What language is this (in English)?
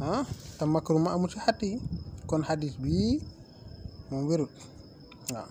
Wolof